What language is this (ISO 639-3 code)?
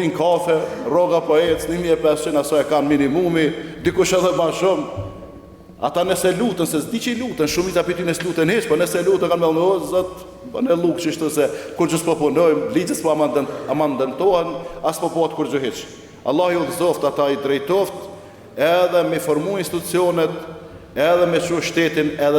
sqi